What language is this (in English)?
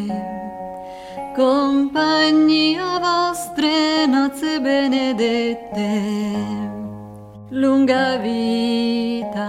Italian